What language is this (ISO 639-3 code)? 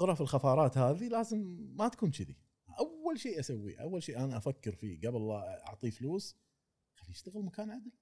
afb